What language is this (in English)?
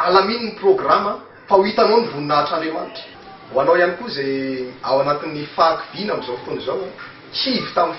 Malagasy